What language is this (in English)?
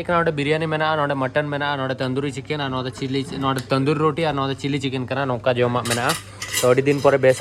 Santali